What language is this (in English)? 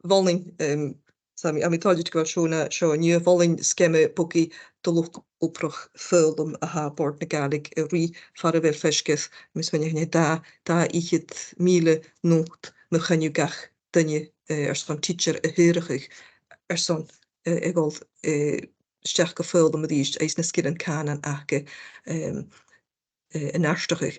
Scottish Gaelic